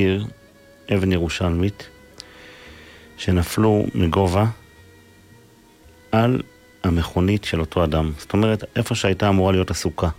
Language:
Hebrew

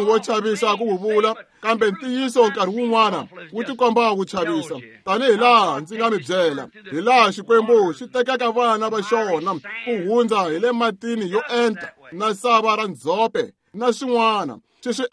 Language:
Tsonga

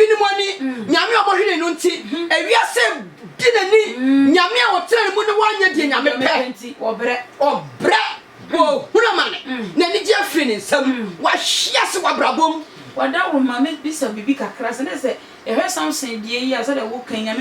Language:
Akan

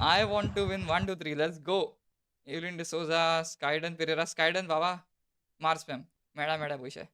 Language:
Konkani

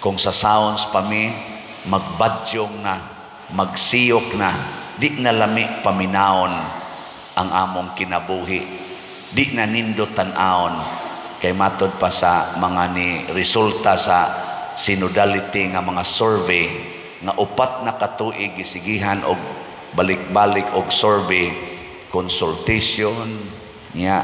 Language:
Cebuano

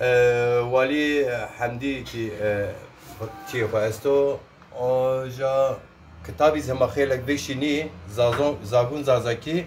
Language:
Zaza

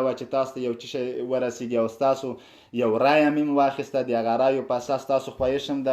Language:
Pashto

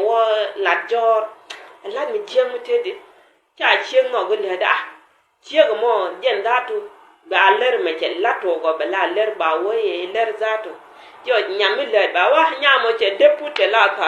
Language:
Nuer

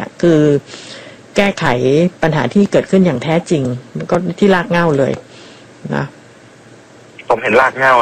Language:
Thai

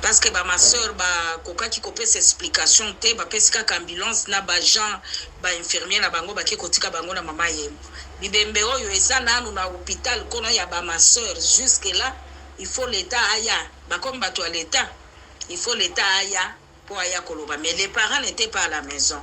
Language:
Lingala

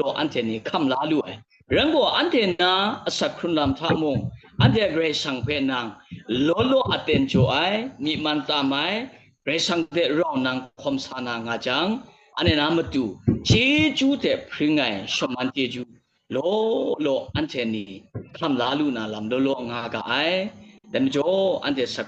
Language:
Kachin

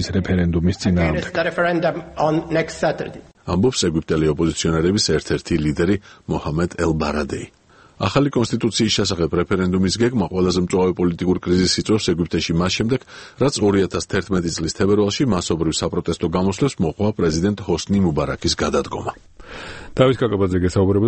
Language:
Georgian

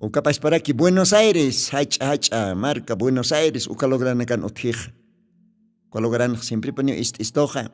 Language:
Aymara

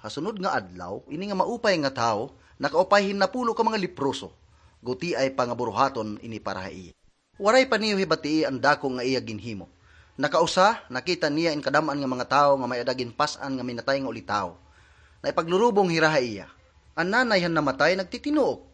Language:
Waray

